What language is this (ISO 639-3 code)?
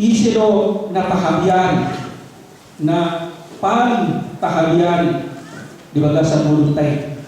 bbc